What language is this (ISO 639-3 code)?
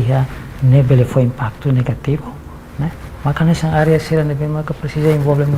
tet